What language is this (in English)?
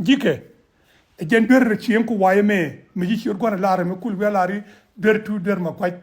Nuer